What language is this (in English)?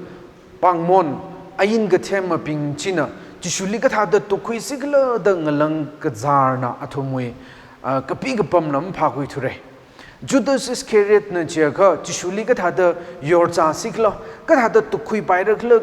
Tangkhul Naga (India)